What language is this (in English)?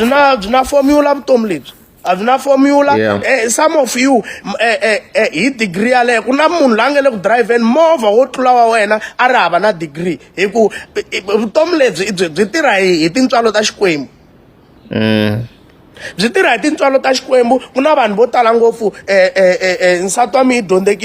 Tsonga